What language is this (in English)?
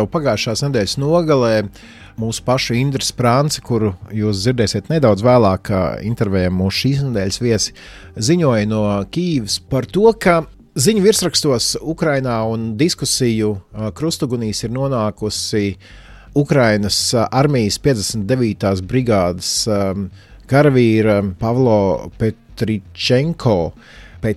Latvian